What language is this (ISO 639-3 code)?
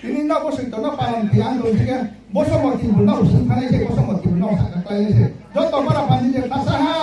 ria